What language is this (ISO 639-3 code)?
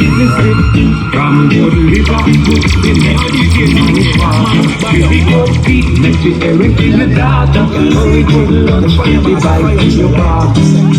jam